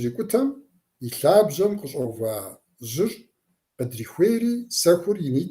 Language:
Kabardian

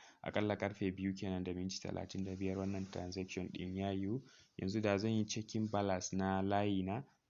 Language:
Hausa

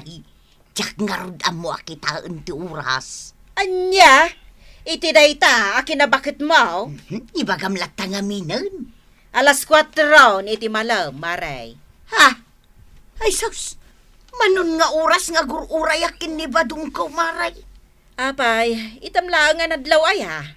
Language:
Iloko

